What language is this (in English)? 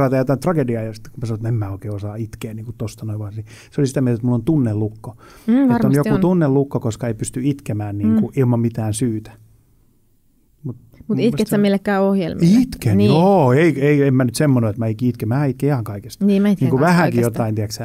Finnish